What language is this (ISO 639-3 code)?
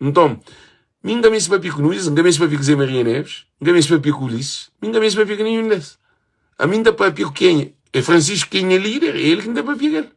kea